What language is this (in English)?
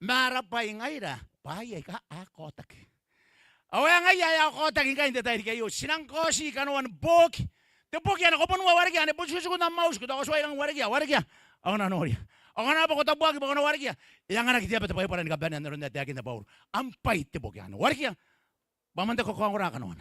Gilbertese